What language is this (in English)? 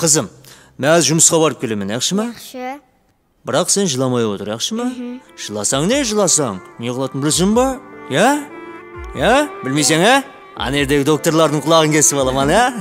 Kara-Kalpak